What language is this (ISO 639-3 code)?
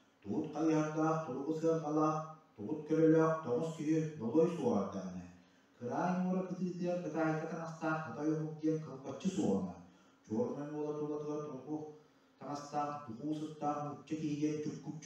sah